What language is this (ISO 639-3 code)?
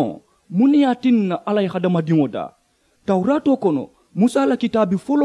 man